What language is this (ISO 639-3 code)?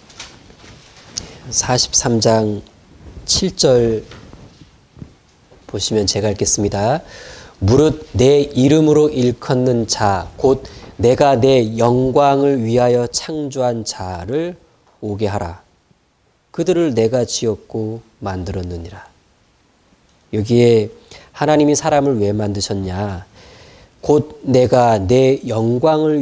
kor